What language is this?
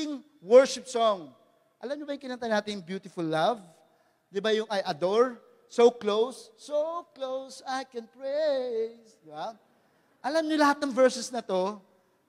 Filipino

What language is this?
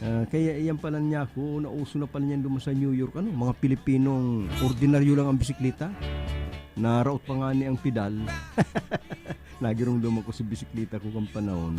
Bikol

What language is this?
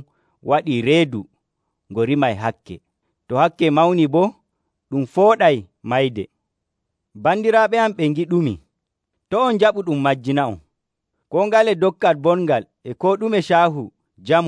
Nigerian Fulfulde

